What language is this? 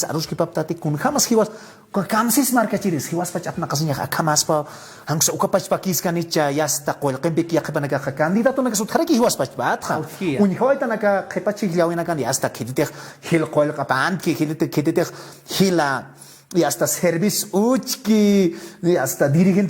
Aymara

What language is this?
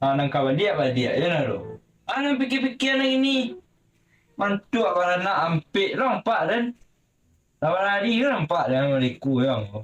Minangkabau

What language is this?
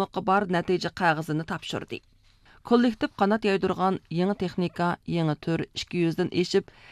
Uyghur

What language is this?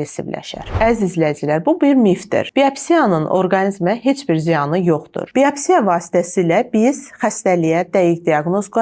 Azerbaijani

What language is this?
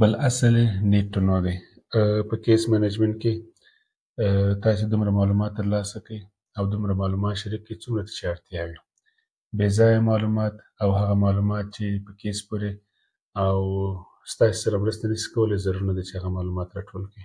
Pashto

